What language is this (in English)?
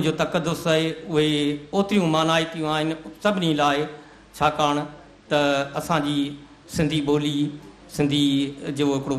Sindhi